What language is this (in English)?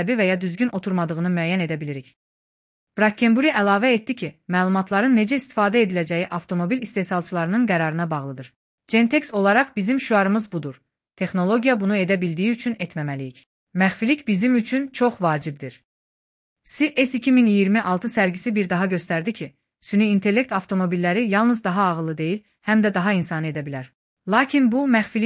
Azerbaijani